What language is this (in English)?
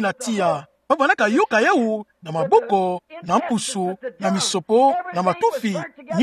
Kituba (Democratic Republic of Congo)